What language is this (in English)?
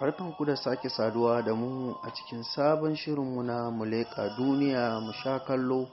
Hausa